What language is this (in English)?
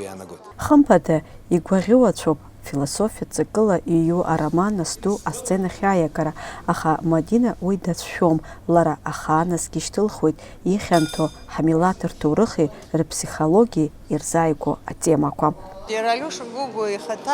Abkhazian